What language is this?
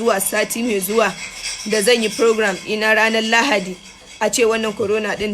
Hausa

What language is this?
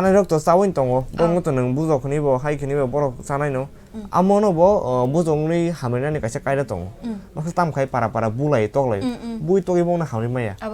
Kok Borok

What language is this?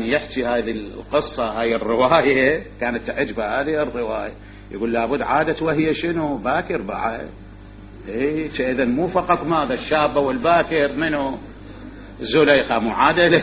Mesopotamian Arabic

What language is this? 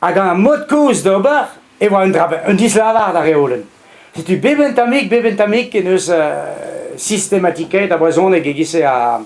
Breton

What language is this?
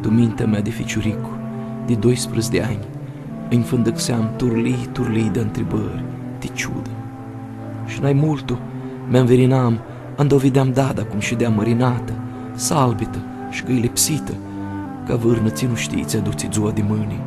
Aromanian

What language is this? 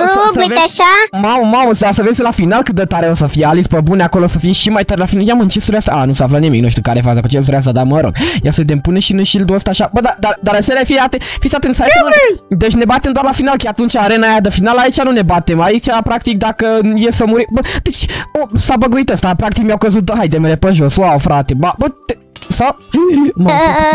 Romanian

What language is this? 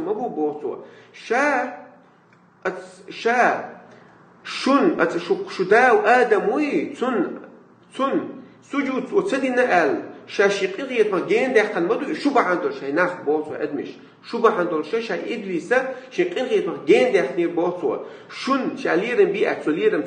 Chechen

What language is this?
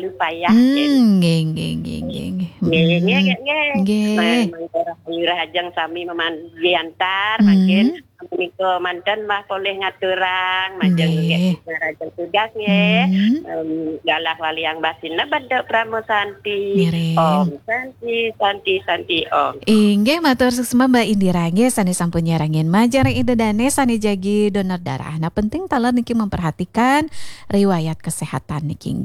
Balinese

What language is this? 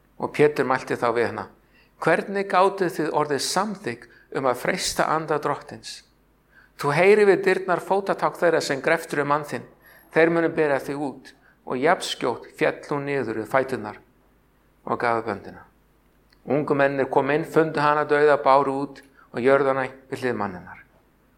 Icelandic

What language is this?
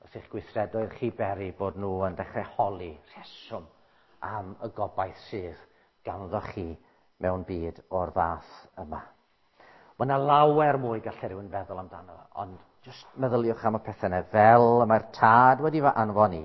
Welsh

